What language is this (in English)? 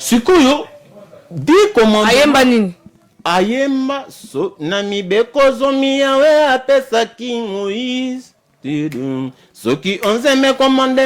Lingala